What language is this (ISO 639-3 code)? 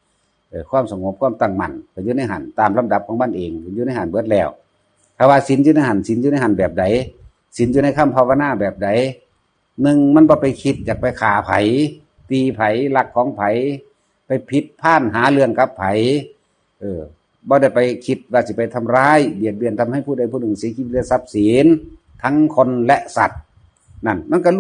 tts